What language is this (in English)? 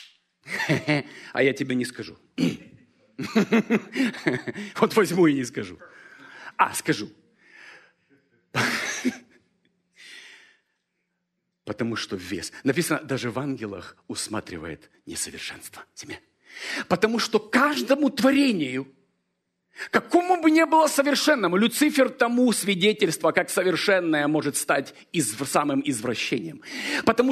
Russian